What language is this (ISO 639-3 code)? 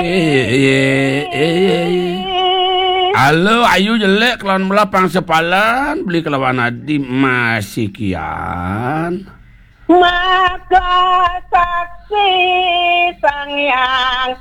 ban